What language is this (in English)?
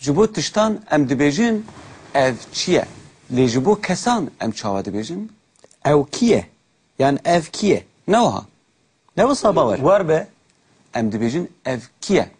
Kurdish